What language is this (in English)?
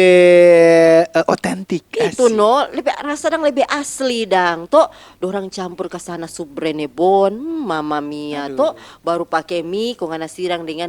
Manado Malay